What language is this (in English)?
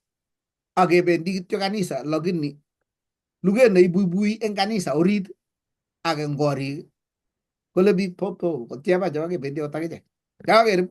Kalenjin